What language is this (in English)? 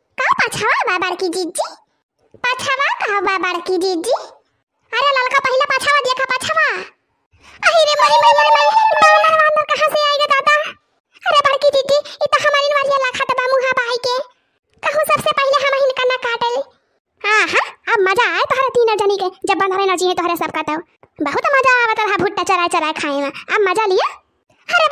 Awadhi